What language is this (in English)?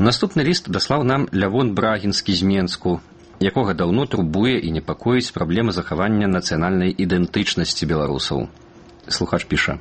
Belarusian